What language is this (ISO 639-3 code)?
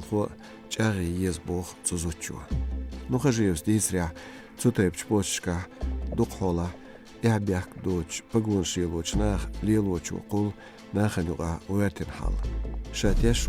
che